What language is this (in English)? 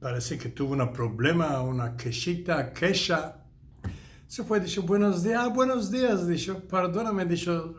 Ladino